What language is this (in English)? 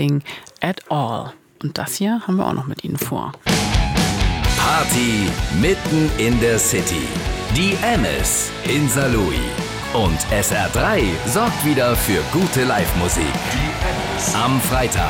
German